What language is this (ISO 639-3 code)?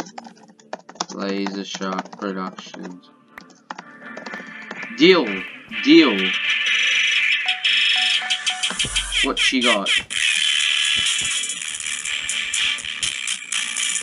eng